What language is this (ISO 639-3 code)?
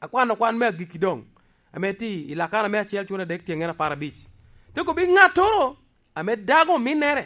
laj